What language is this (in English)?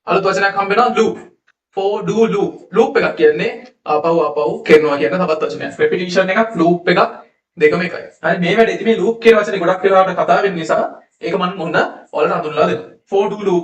Sinhala